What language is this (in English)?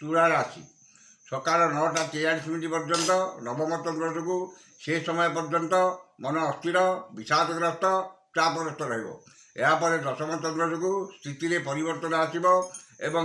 Odia